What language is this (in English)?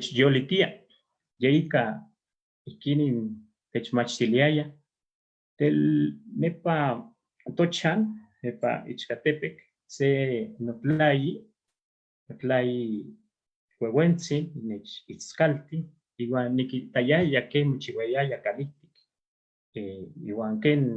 Eastern Huasteca Nahuatl